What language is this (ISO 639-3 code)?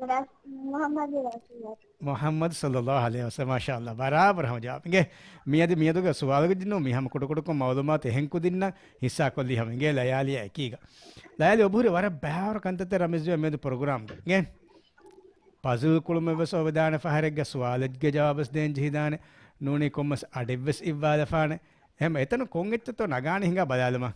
div